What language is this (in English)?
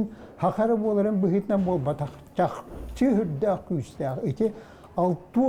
Yakut